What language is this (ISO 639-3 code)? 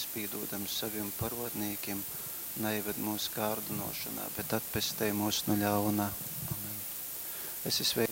ltg